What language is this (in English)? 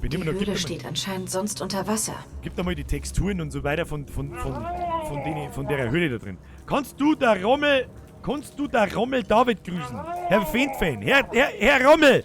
Bavarian